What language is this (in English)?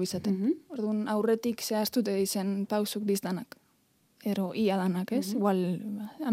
Basque